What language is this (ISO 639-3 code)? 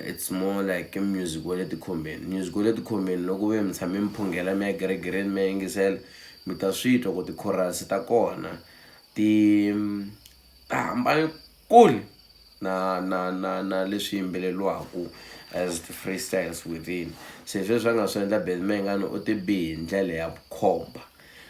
tso